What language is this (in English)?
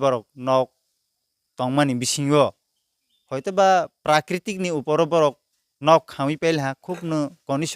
Riang (India)